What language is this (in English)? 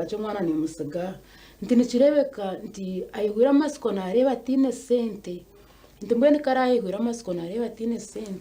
Nyankole